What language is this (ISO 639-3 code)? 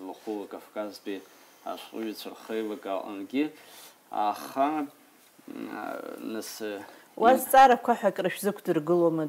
abk